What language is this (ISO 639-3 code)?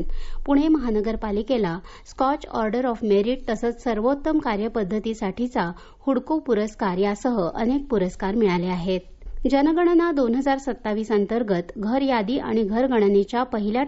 mar